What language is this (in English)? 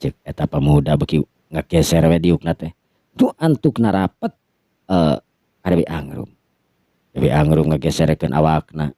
Sundanese